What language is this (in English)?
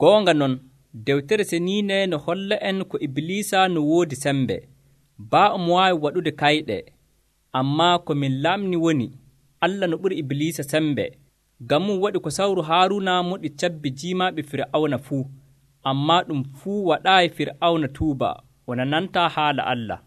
Nigerian Fulfulde